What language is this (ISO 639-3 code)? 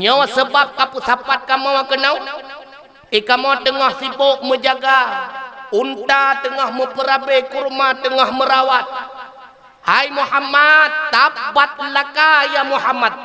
ace